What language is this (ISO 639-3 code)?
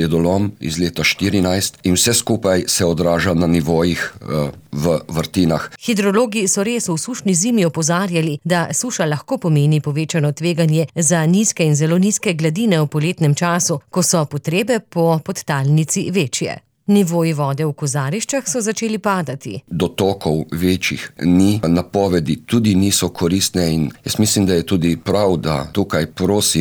slv